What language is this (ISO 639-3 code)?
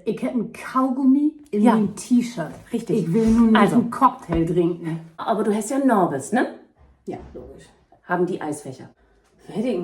nds